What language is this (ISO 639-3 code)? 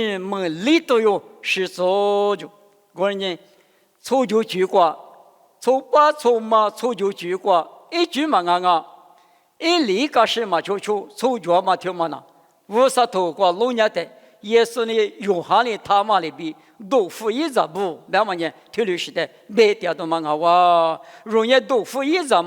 lis